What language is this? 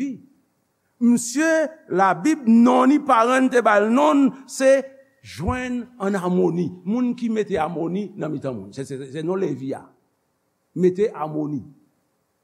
Haitian Creole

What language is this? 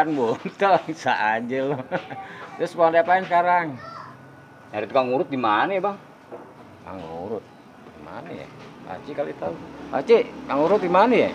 Betawi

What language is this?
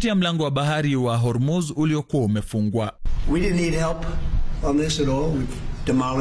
Swahili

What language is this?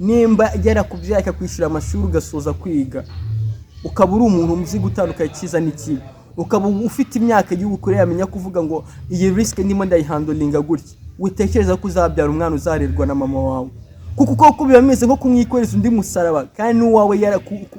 Kinyarwanda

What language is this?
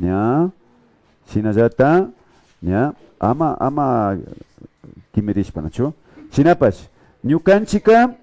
Imbabura Highland Quichua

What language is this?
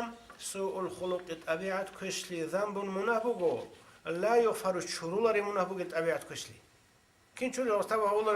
Avaric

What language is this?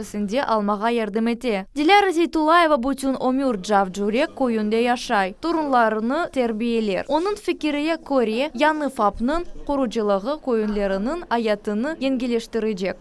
Crimean Tatar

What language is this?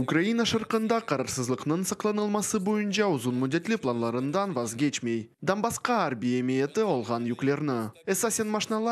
Crimean Tatar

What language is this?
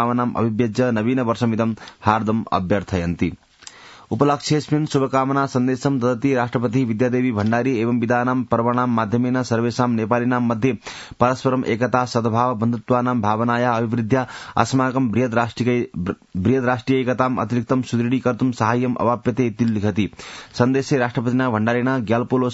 Sanskrit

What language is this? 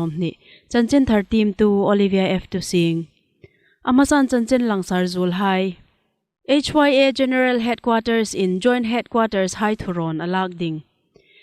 Hmar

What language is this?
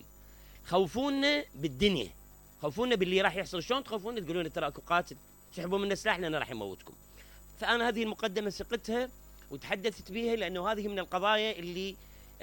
Mesopotamian Arabic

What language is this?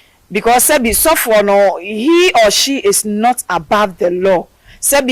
Akan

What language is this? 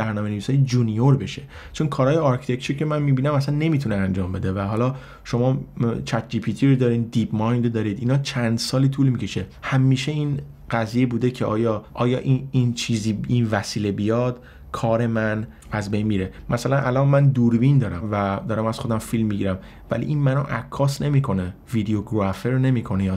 Persian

